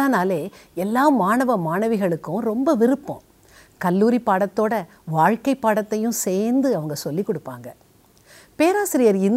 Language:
Tamil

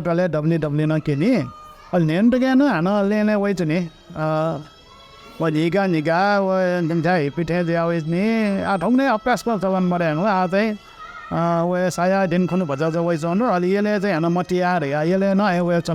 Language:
Newari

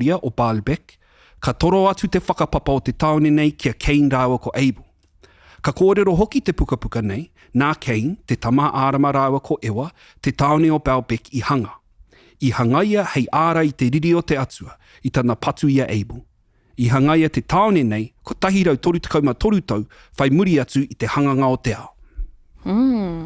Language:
Māori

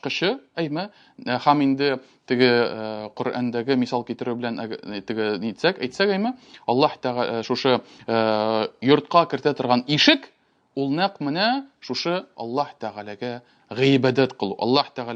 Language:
Tatar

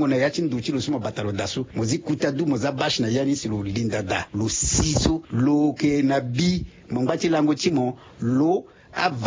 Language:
Sango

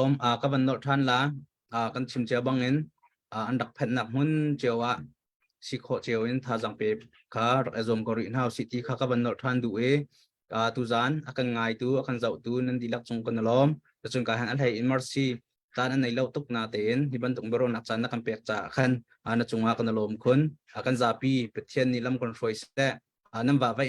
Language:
Hakha Chin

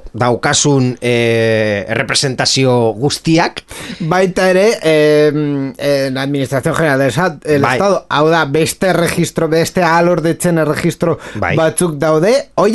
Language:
Basque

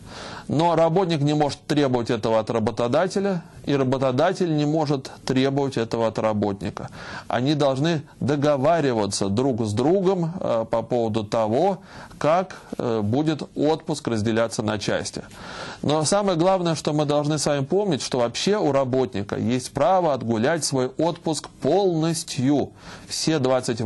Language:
Russian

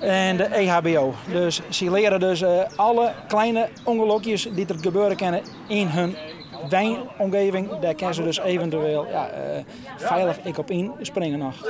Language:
Western Frisian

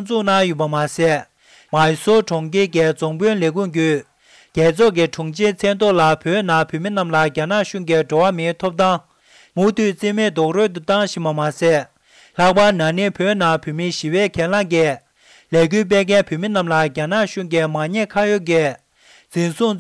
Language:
Tibetan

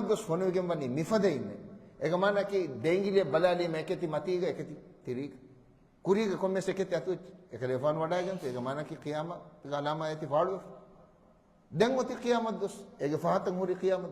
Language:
Divehi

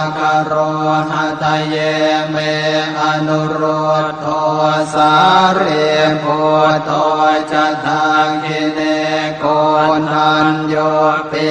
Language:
Pali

